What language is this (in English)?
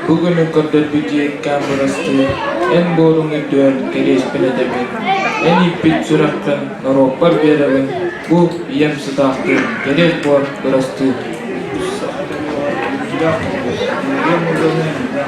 Yakut